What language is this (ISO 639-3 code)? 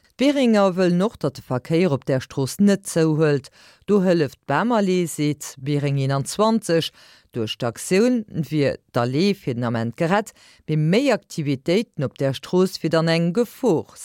ltz